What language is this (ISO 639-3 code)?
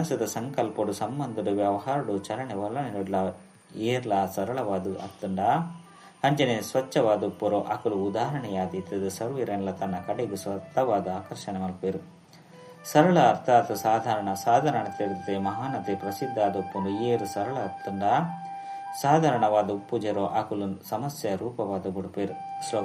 tcy